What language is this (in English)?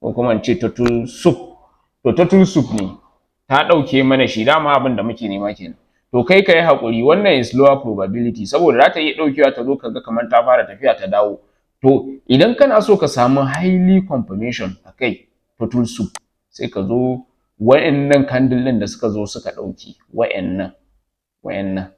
Hausa